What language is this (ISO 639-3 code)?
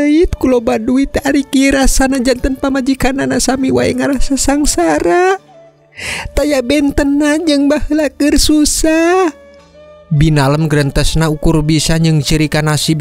sun